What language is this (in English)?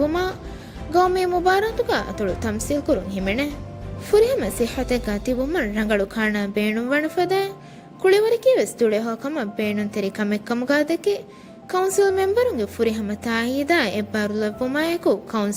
Divehi